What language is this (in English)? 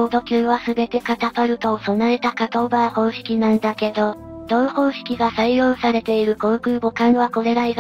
Japanese